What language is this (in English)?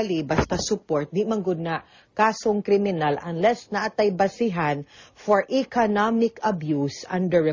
Cebuano